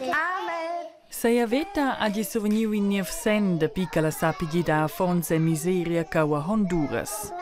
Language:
Romansh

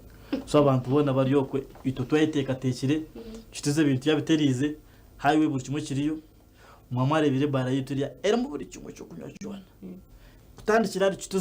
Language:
Nyankole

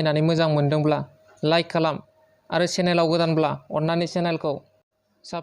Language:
Bodo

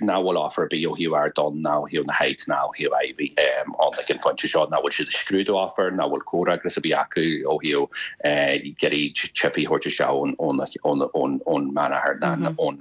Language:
Irish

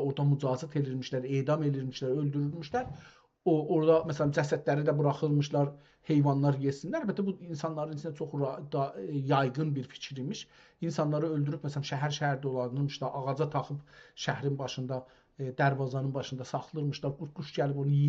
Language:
South Azerbaijani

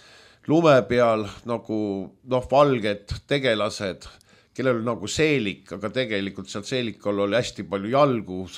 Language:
Estonian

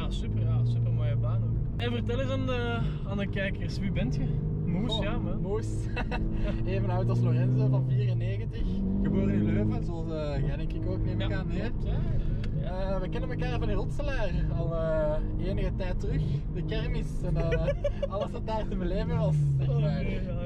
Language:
Dutch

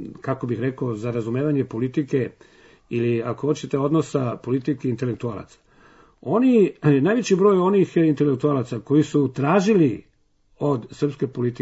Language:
Serbian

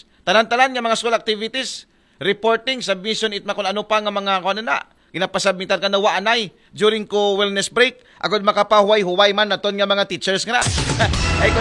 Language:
Aklanon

